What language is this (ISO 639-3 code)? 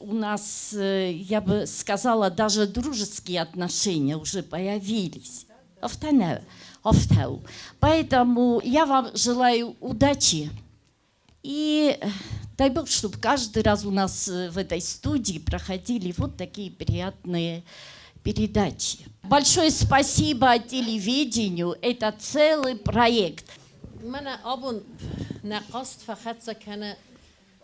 oss